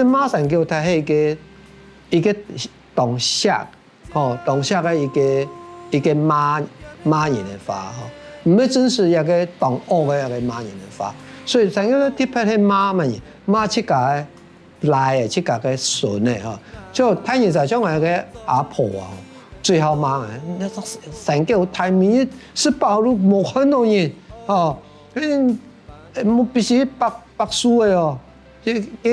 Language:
Hakka Chinese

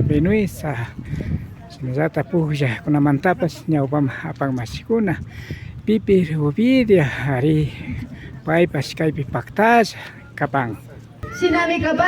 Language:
Imbabura Highland Quichua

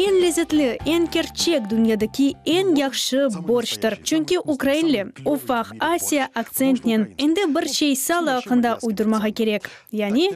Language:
Crimean Tatar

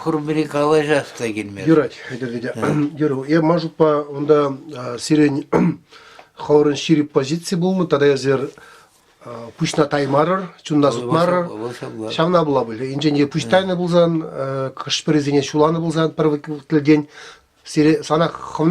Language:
Chuvash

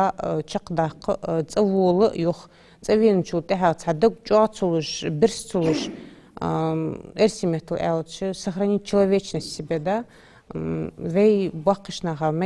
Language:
Ingush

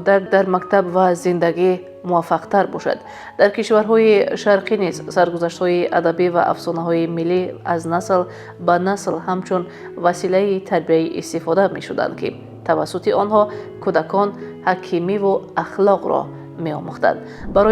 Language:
Tajik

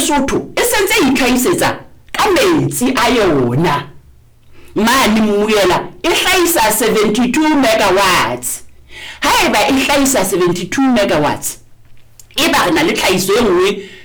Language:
Southern Sotho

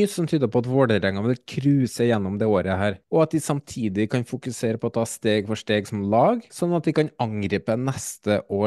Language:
Norwegian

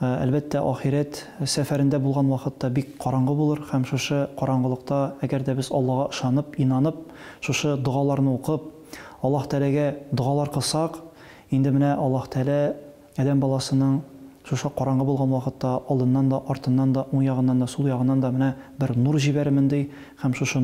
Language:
Tatar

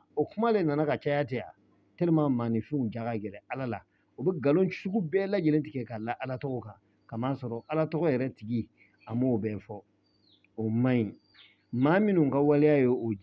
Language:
Bambara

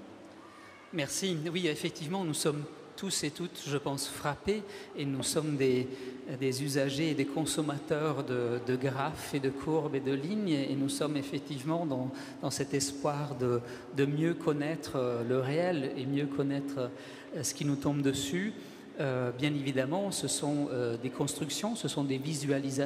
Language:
French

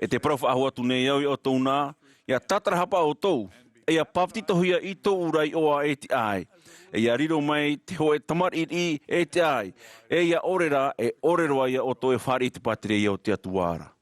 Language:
Tahitian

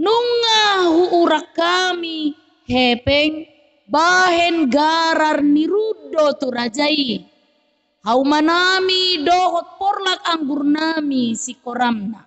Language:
Batak Toba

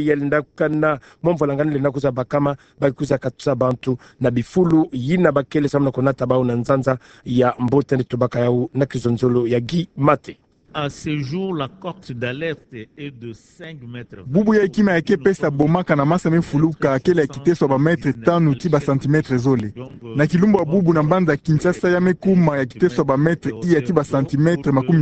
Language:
Kituba (Democratic Republic of Congo)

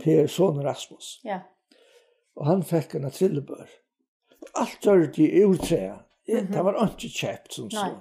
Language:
Faroese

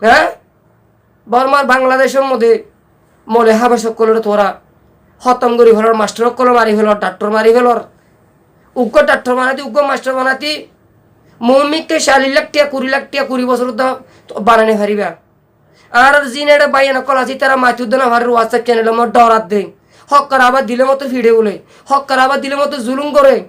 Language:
Rohingya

